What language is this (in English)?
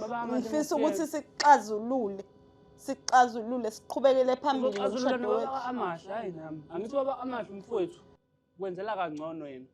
Zulu